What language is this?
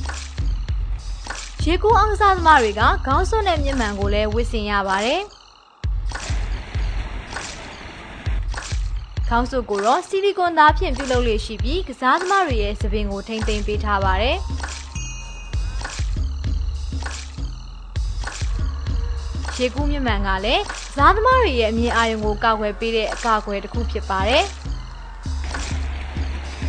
Burmese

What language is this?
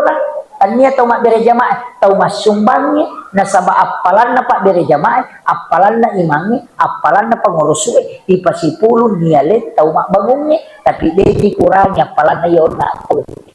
Buginese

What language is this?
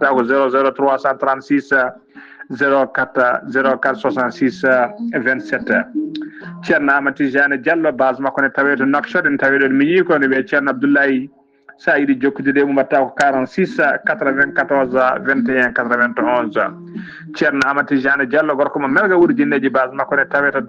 Fula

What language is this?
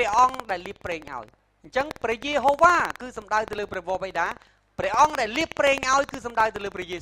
Khmer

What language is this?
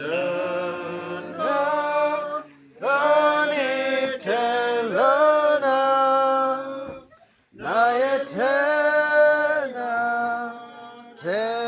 S'gaw Karen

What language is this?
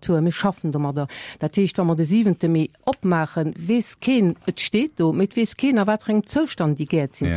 Luxembourgish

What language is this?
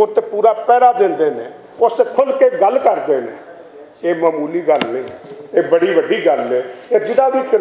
Western Panjabi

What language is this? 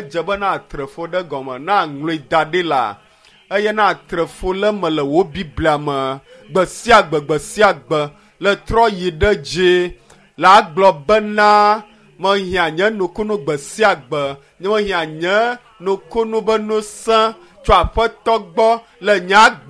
Ewe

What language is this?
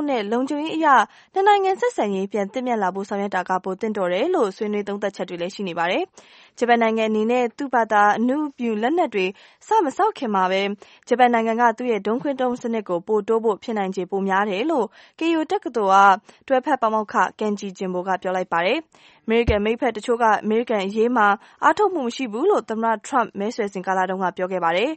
Burmese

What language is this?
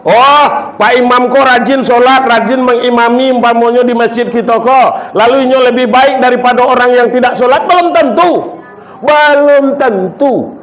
Minangkabau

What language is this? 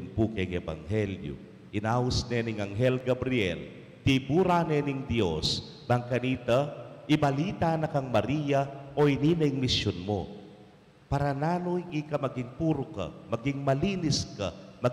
Pampanga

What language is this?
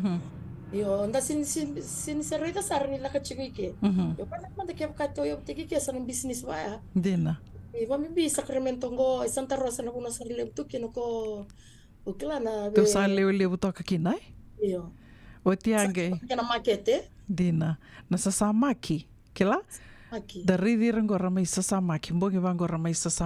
Fijian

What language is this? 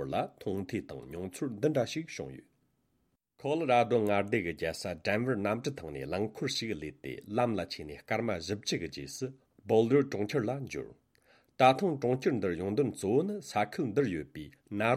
Tibetan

